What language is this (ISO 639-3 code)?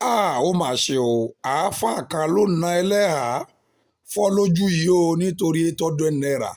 yor